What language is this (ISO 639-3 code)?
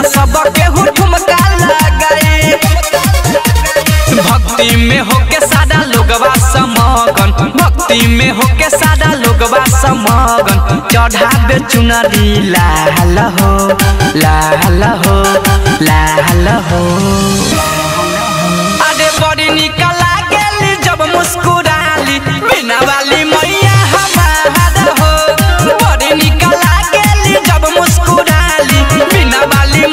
bho